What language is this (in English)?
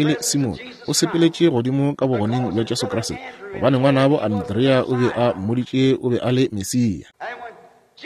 Northern Sotho